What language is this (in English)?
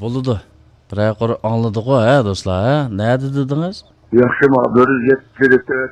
Uyghur